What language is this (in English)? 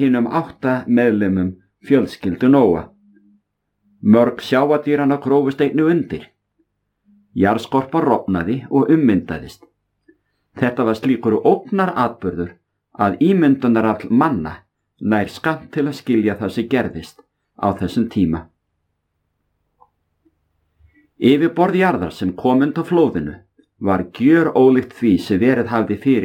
Icelandic